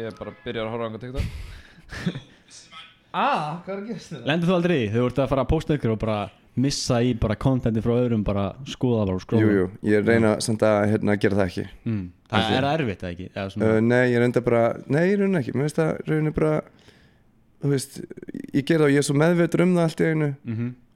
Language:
Icelandic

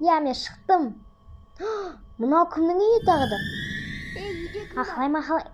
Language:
Kazakh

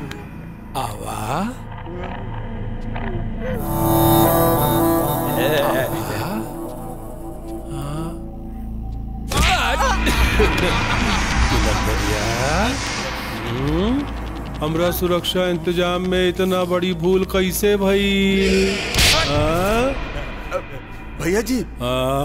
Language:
Bhojpuri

